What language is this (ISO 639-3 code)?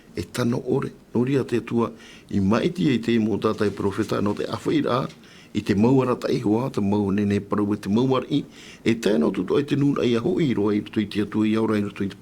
tah